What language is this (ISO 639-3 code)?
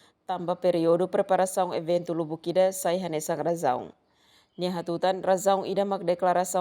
tet